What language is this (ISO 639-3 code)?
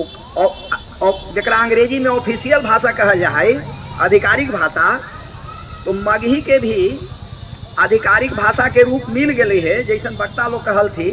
mag